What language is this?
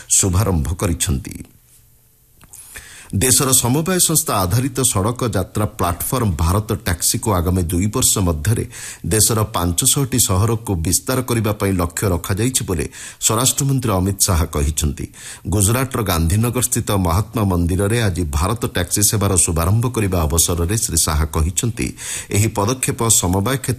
Odia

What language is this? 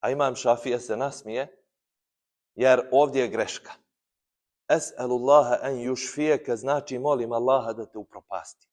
Bosnian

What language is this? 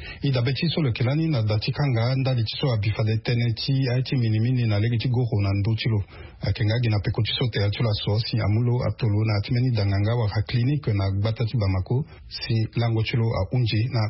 Sango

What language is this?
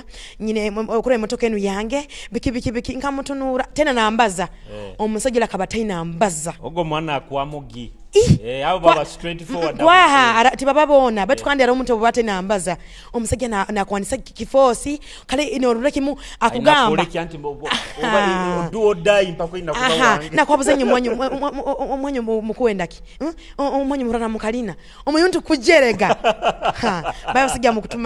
Nyoro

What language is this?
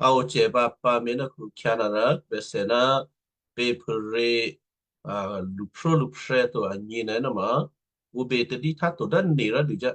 Western Kayah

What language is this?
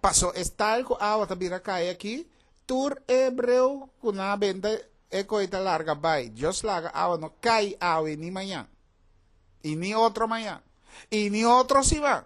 Papiamento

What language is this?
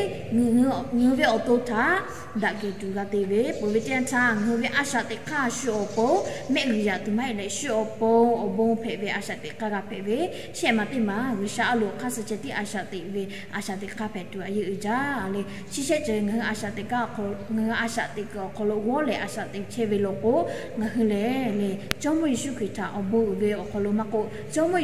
Lahu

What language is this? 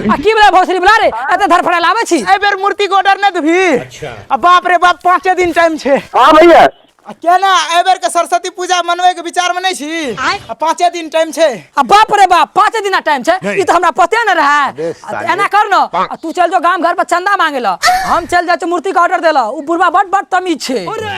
Maithili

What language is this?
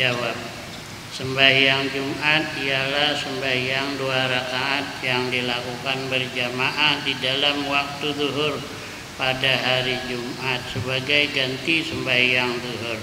Banjar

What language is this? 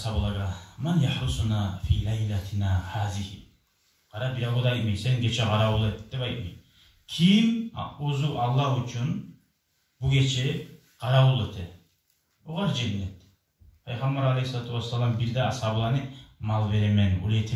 Kumyk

